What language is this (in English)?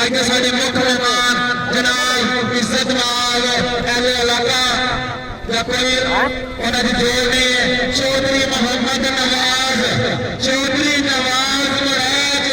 Saraiki